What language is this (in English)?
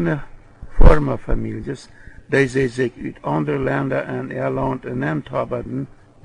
Plautdietsch